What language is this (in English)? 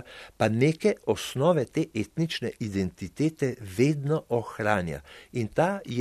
Slovenian